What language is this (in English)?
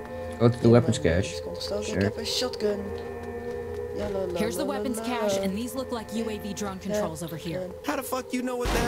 Dutch